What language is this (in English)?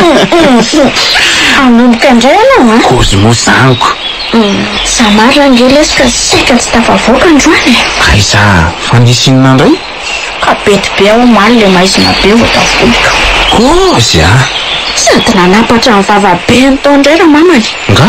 Malagasy